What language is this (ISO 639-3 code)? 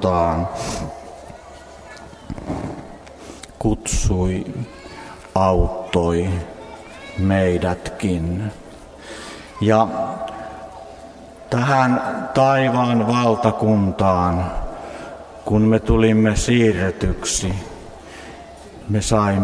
fin